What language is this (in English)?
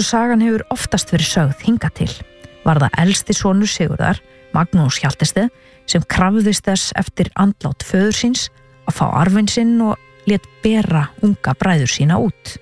Icelandic